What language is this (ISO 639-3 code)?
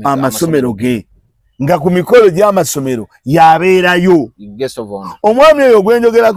lug